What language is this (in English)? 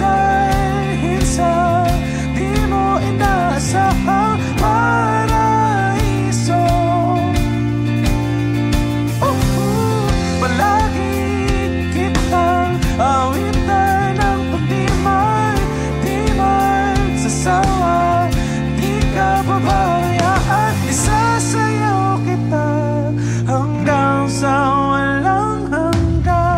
Filipino